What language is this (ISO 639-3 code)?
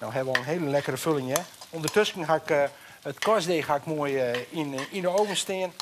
fry